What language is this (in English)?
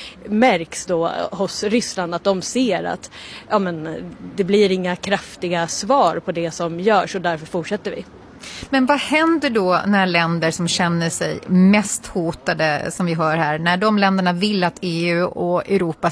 Swedish